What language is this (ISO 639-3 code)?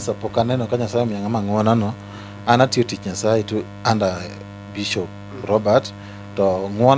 luo